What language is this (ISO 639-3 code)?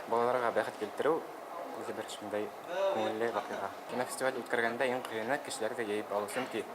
bak